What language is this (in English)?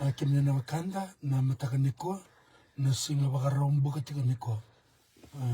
Fijian